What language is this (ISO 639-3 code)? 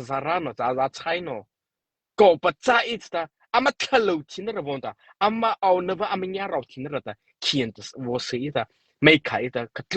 mrh